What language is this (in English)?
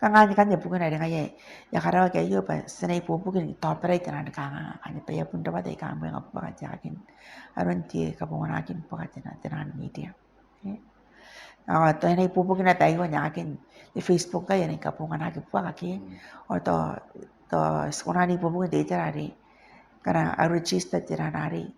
Gilbertese